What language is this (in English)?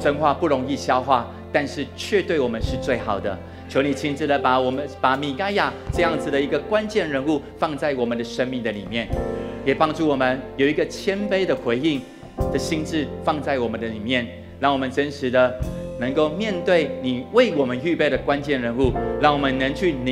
Chinese